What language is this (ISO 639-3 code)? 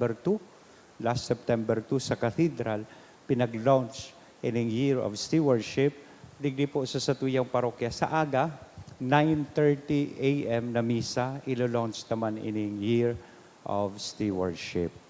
bik